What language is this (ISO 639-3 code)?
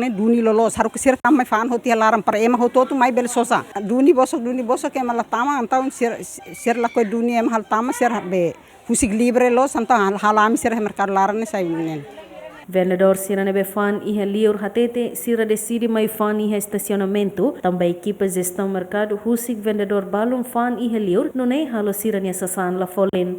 tet